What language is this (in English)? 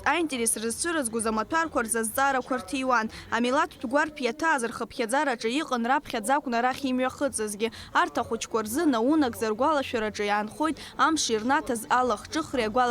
Abkhazian